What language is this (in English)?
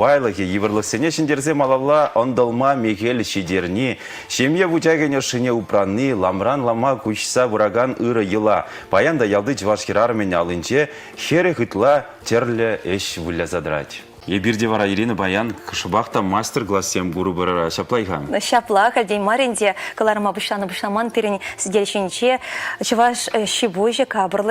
Chuvash